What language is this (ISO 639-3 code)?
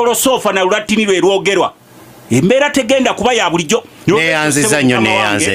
lug